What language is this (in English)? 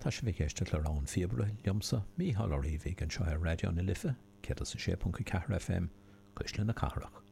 Irish